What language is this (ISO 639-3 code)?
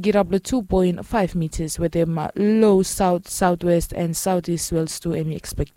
bis